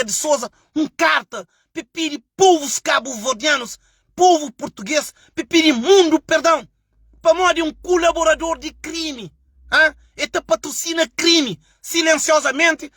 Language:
Kabuverdianu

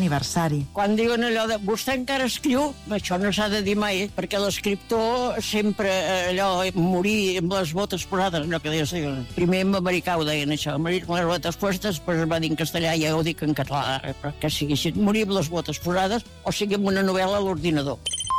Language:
Catalan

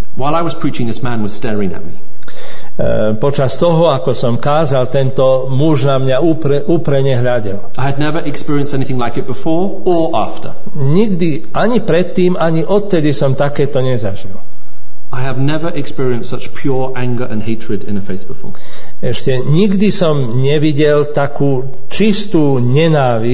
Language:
Slovak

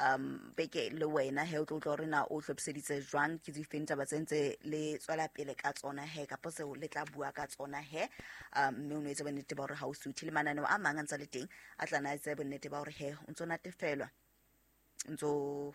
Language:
Southern Sotho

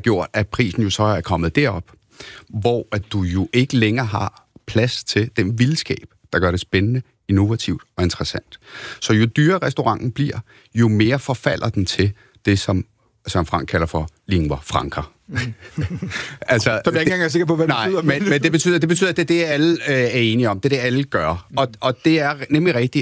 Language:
Danish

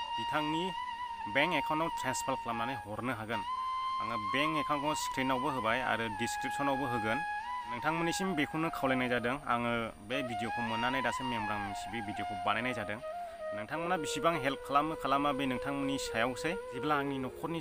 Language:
Bodo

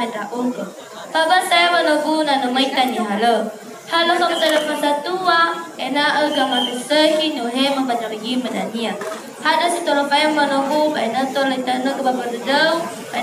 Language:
Nias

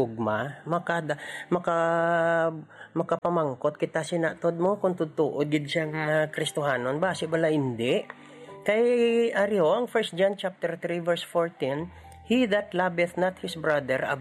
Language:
Hiligaynon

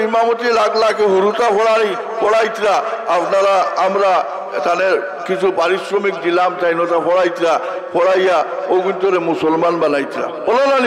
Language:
Sylheti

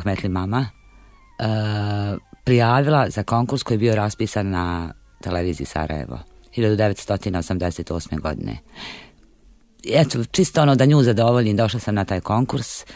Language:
Bosnian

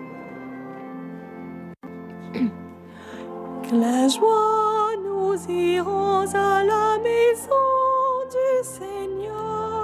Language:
French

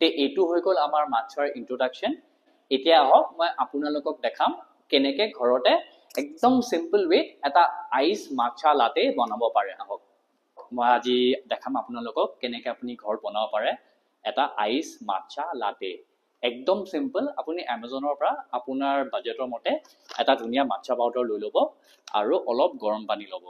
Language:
Assamese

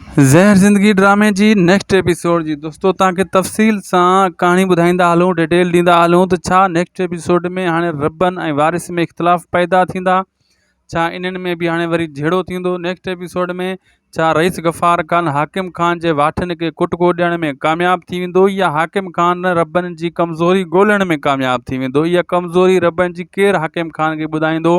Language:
Sindhi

